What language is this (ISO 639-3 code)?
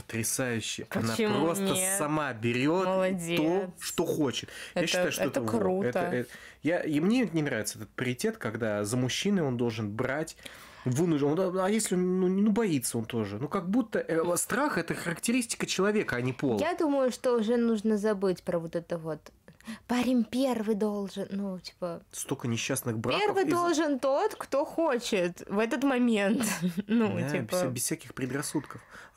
rus